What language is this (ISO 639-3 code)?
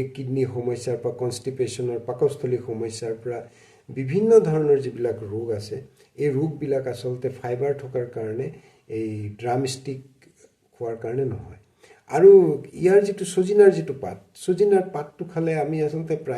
asm